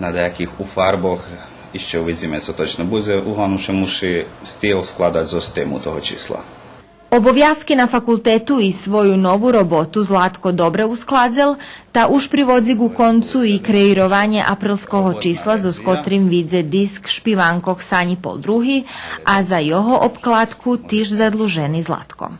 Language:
Rusyn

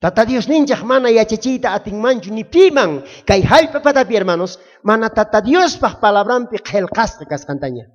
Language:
South Bolivian Quechua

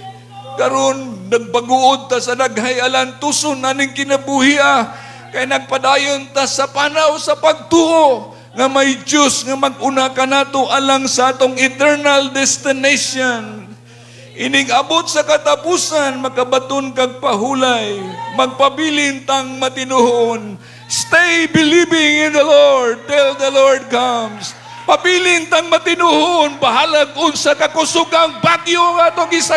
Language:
Cebuano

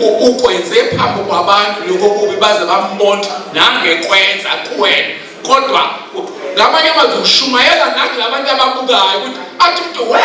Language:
Zulu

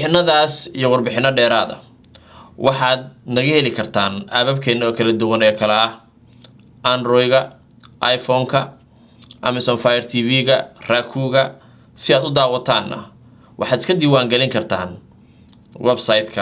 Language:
Somali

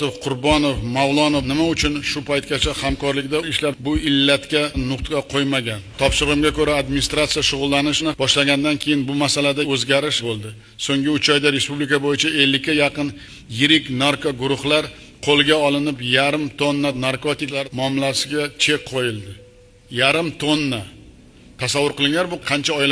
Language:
Uzbek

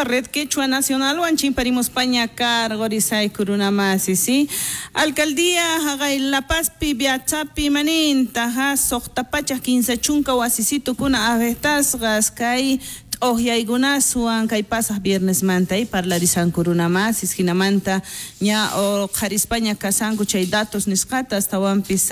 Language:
South Bolivian Quechua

